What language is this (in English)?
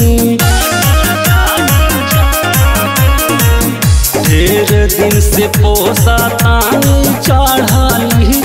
Bhojpuri